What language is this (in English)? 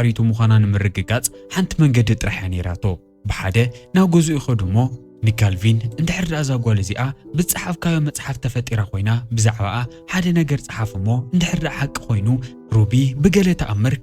Tigrinya